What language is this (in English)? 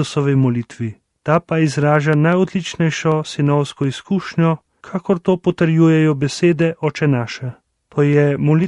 Slovenian